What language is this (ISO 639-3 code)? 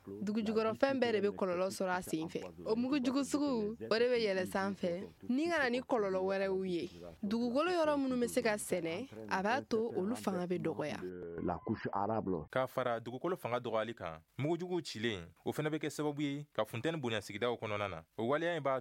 bam